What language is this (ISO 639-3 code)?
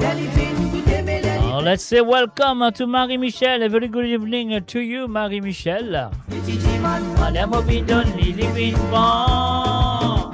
mfe